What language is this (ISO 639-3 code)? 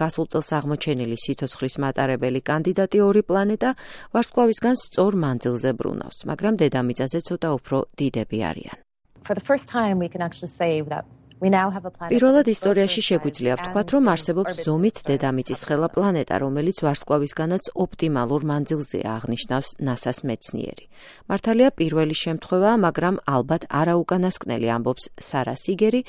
kat